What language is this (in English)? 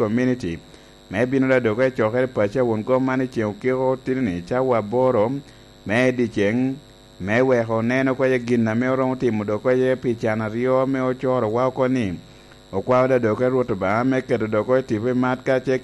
Lango (Uganda)